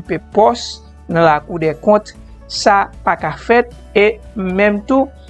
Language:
Haitian Creole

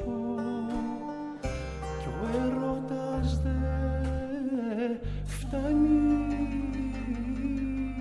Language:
Greek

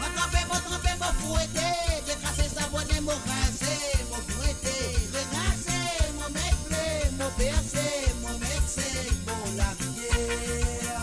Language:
Morisyen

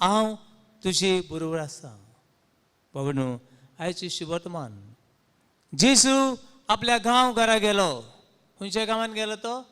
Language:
Konkani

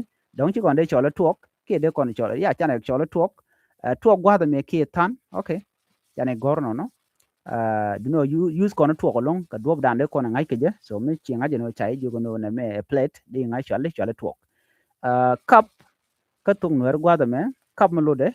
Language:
Nuer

